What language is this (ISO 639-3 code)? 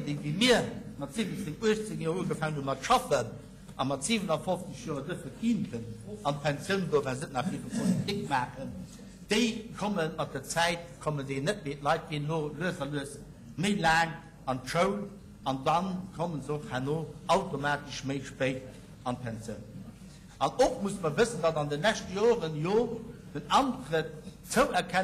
ltz